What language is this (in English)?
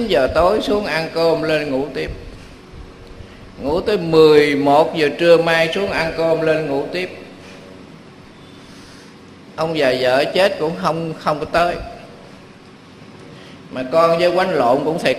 Vietnamese